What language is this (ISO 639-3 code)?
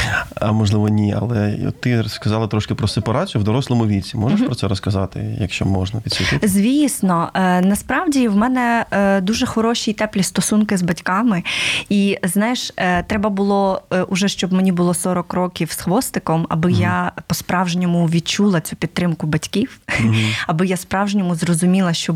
ukr